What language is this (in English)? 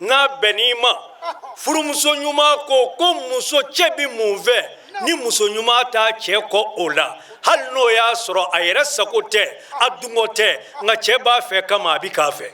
Bambara